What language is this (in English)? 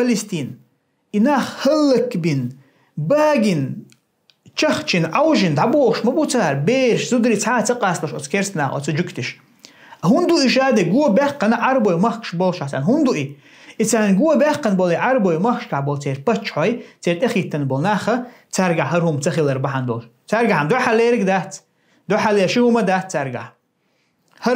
Chechen